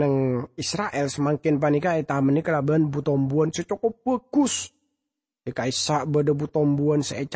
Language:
Madurese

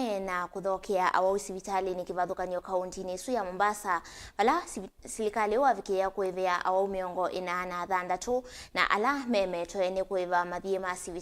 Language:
Kamba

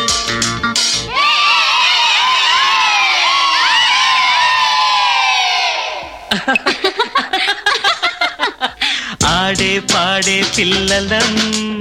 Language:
Telugu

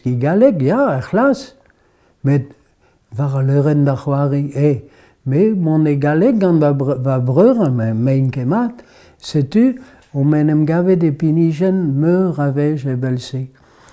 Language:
Breton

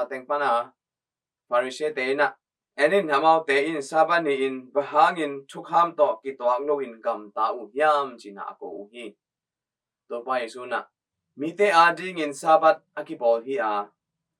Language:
Tedim Chin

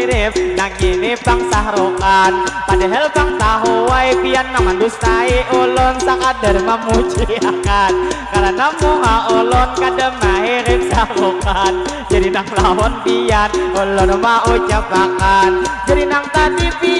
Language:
Banjar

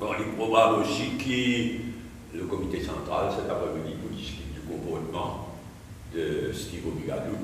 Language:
Morisyen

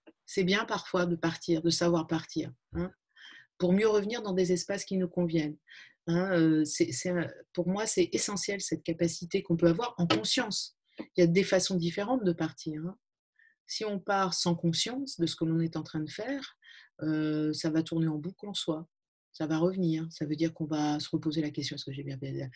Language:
French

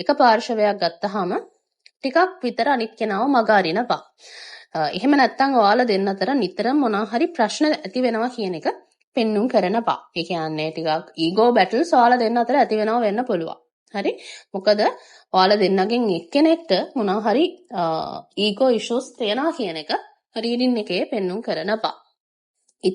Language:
Sinhala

